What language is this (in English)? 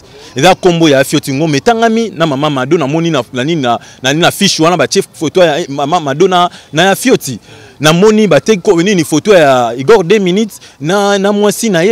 Lingala